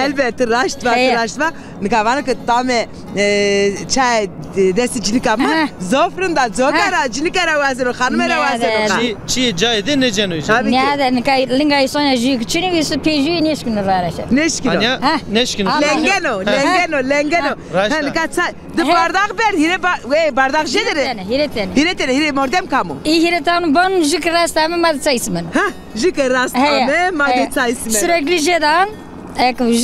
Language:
Zaza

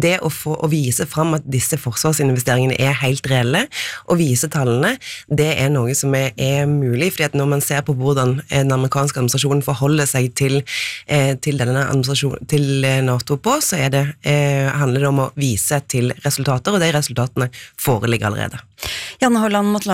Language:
Norwegian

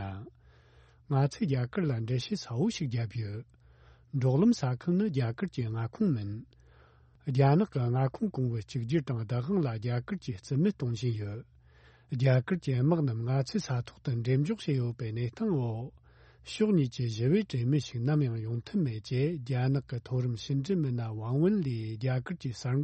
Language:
Tibetan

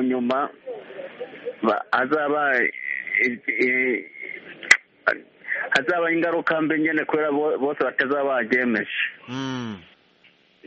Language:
Kinyarwanda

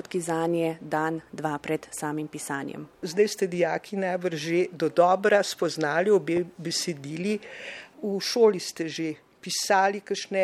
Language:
Slovenian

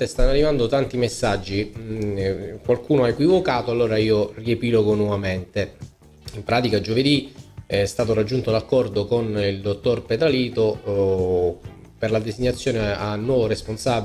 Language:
Italian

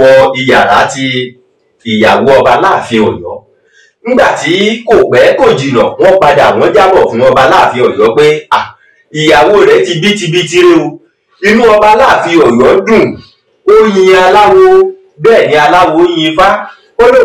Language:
Yoruba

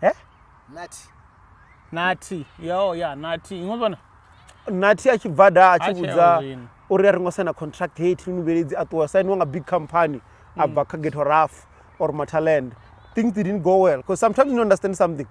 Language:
Venda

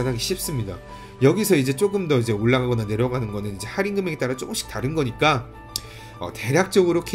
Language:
Korean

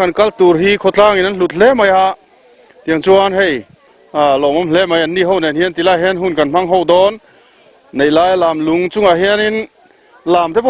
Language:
Mizo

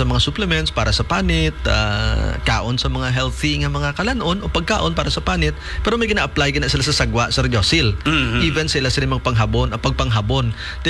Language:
Hiligaynon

